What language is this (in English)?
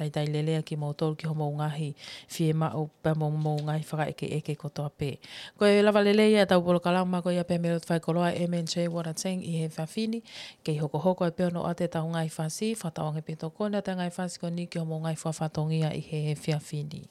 Tongan